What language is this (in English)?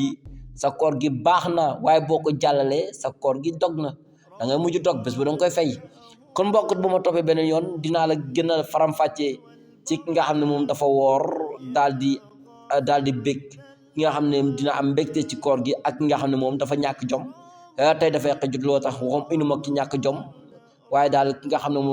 Wolof